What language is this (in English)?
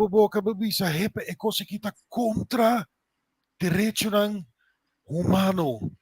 Papiamento